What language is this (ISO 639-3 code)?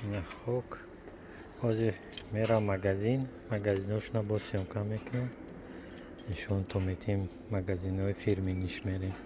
tgk